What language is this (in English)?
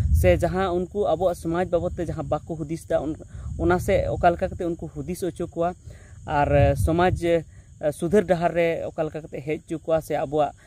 Santali